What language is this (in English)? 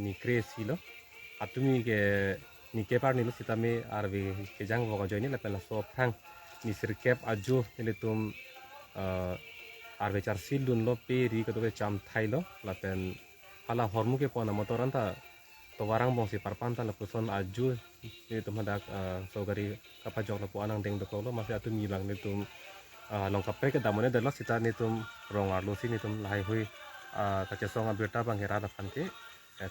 Karbi